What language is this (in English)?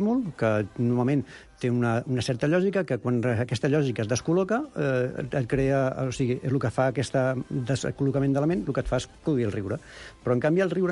Catalan